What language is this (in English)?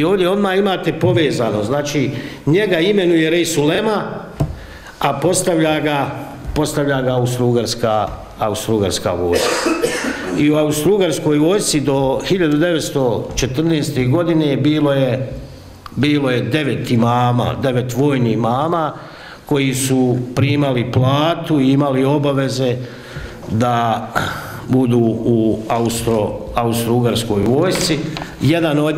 Bosnian